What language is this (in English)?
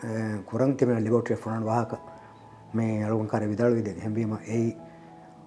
Divehi